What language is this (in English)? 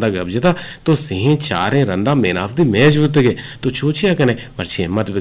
Eastern Balochi